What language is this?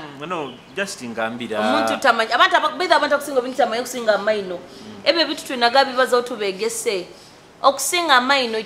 Nyoro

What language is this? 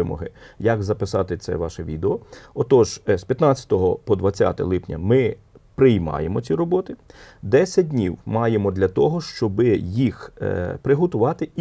Ukrainian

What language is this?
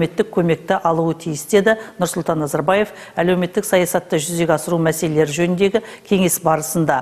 Kazakh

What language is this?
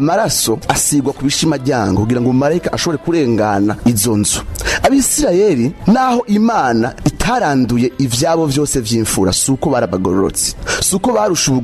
Rundi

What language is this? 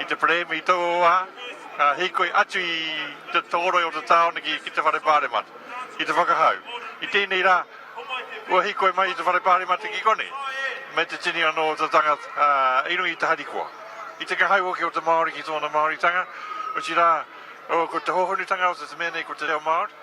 Māori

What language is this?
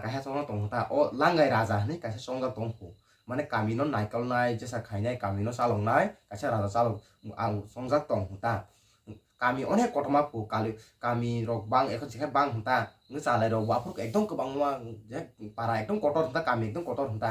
Kok Borok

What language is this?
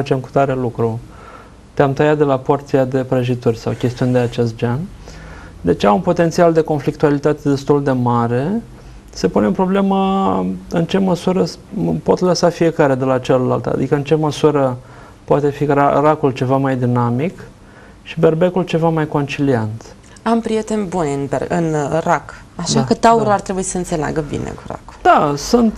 Romanian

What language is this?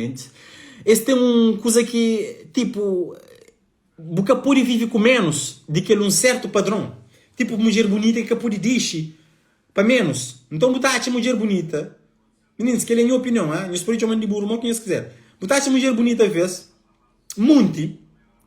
Kabuverdianu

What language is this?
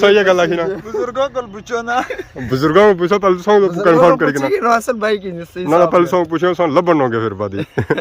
Pahari-Potwari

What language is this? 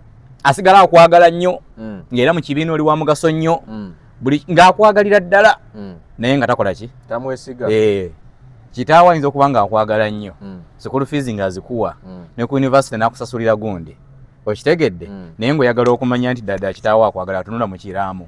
Ganda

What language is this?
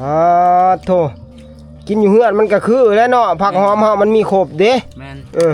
Northeastern Thai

